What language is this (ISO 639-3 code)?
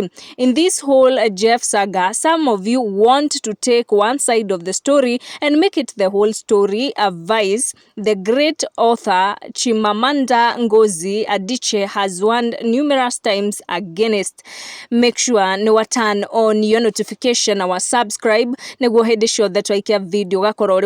kik